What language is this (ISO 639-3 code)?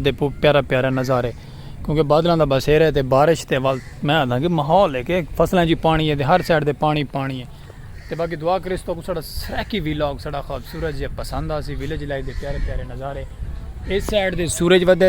skr